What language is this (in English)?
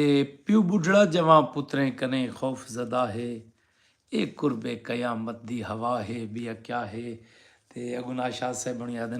Saraiki